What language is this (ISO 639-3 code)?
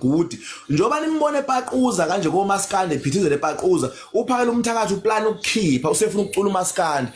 zul